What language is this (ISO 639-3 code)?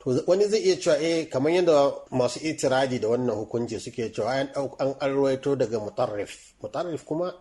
hau